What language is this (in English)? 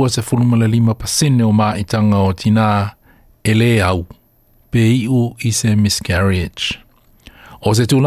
Samoan